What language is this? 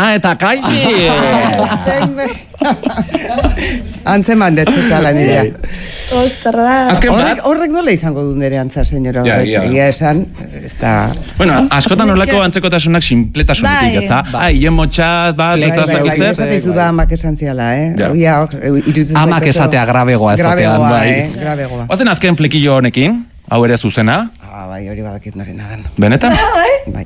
Basque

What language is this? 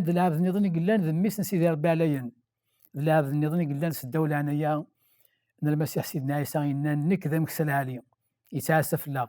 Kabyle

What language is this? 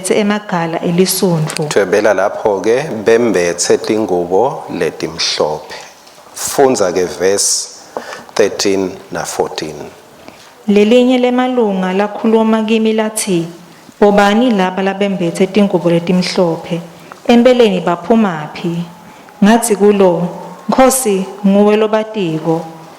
Swati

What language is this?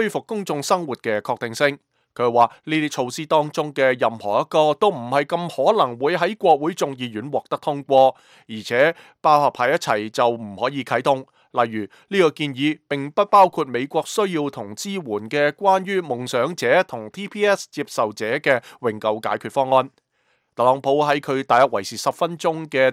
Cantonese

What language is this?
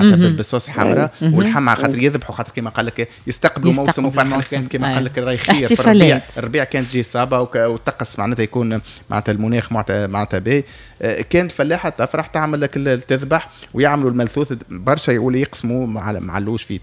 Tunisian Arabic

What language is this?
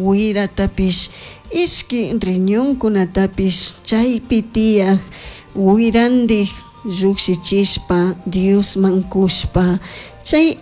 Chimborazo Highland Quichua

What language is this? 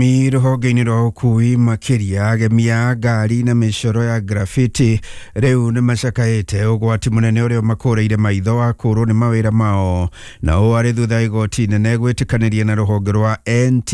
Kikuyu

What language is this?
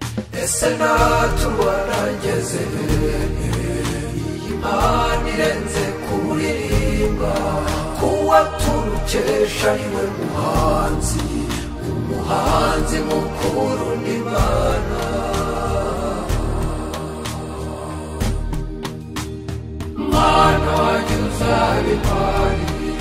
Kinyarwanda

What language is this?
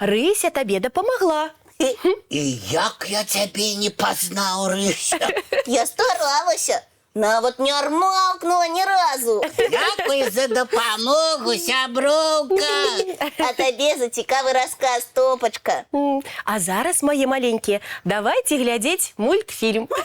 Belarusian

